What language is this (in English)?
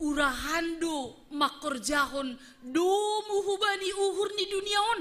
Batak Simalungun